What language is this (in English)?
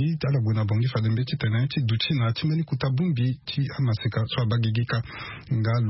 Sango